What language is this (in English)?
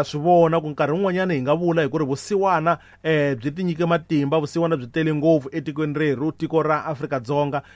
Tsonga